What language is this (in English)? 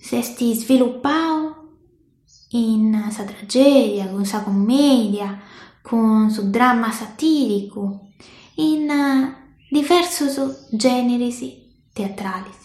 Sardinian